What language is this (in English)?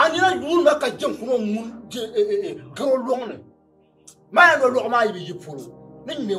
Dagbani